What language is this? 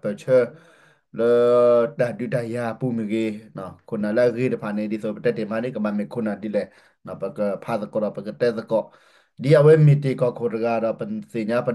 S'gaw Karen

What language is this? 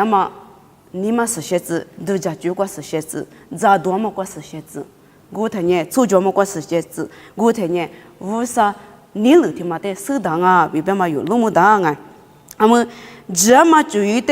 Lisu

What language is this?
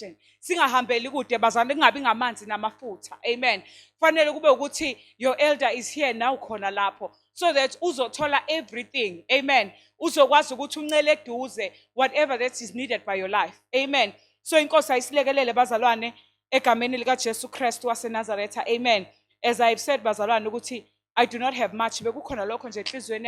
Zulu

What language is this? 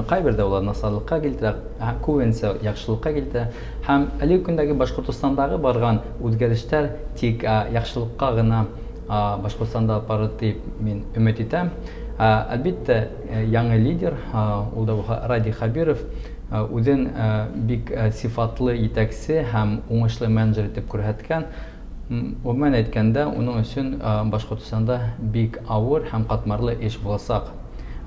Bashkir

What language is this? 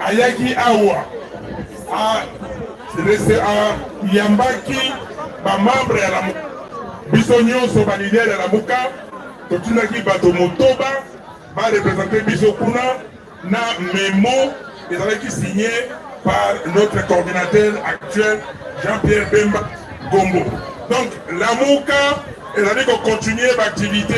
Lingala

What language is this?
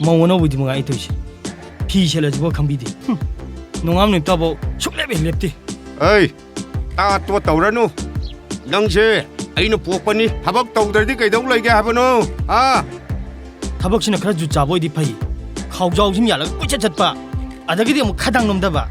Manipuri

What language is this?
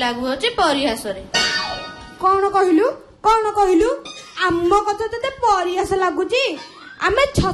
Odia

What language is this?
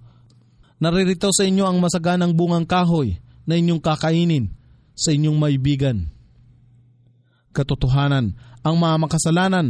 Filipino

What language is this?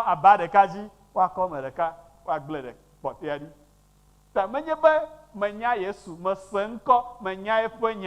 Ewe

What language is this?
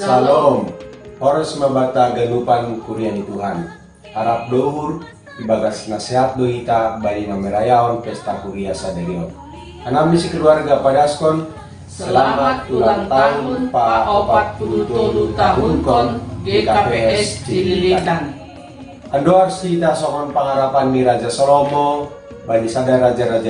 Batak Simalungun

